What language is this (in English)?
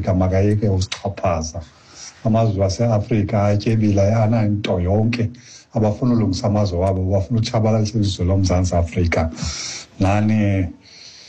Xhosa